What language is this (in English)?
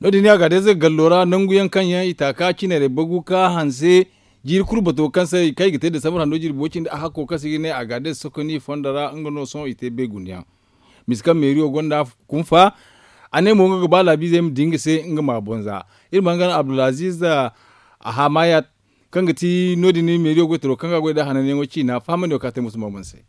Zarma